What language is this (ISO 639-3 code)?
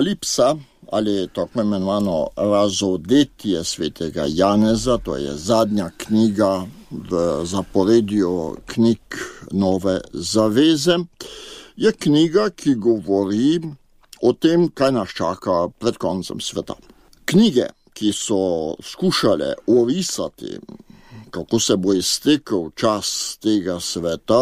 slv